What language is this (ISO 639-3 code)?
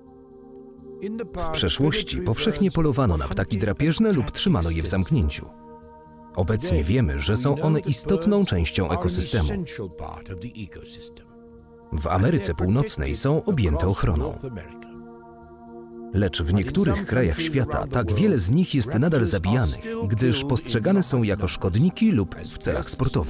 pol